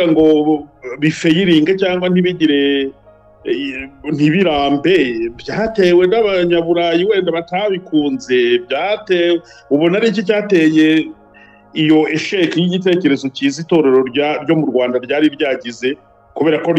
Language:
Kinyarwanda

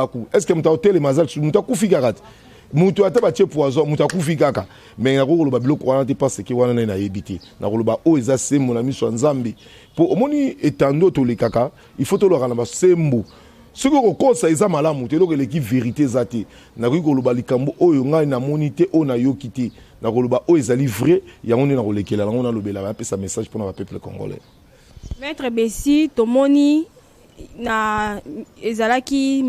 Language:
Lingala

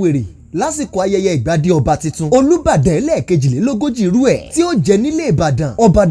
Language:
Yoruba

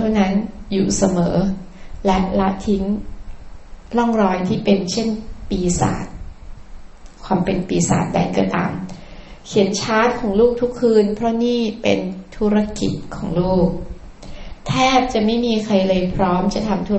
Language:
Thai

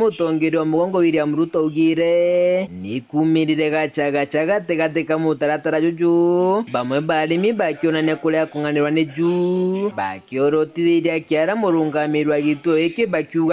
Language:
Meru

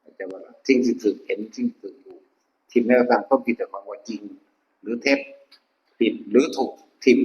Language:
Northeastern Thai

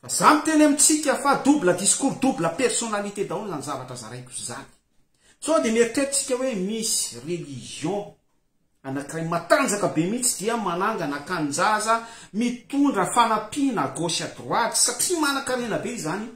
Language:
Malagasy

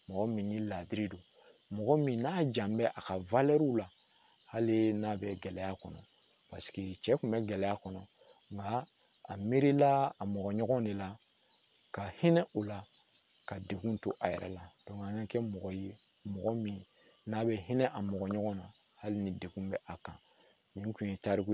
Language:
Bambara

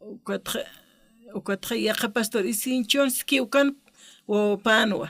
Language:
Aymara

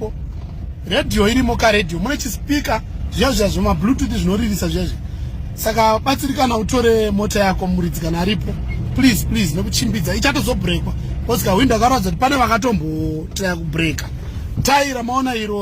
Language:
Shona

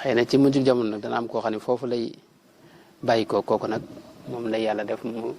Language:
Wolof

